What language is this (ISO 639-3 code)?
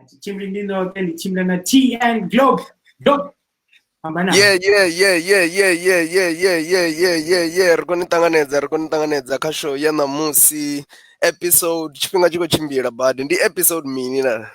ven